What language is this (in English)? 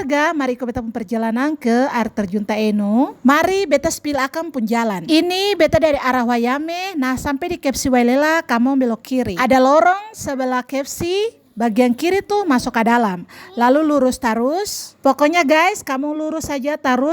Ambonese Malay